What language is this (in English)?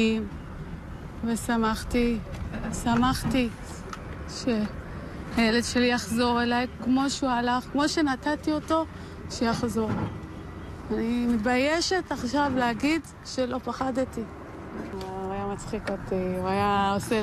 Hebrew